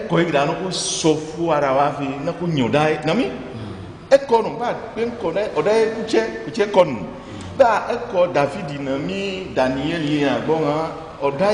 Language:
Ifè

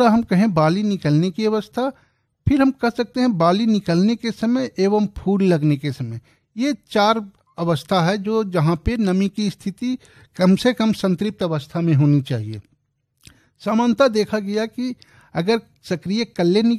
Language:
Hindi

